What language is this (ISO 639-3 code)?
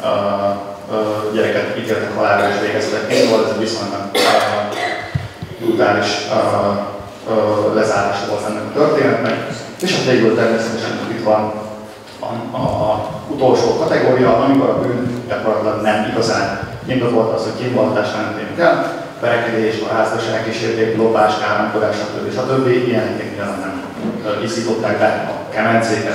hun